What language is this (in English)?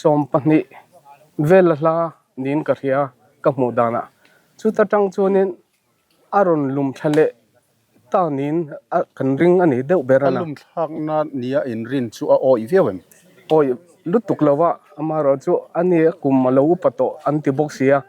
Mizo